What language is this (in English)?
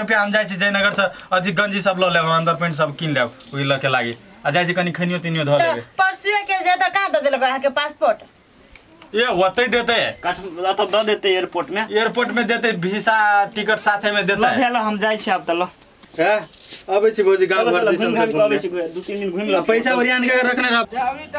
Maithili